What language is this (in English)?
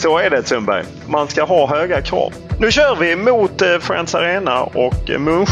Swedish